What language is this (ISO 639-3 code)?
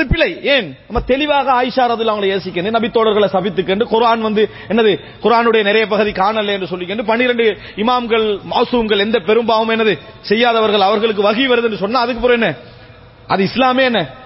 tam